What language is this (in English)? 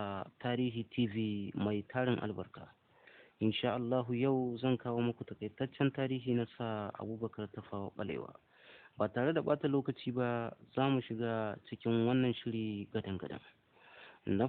Hausa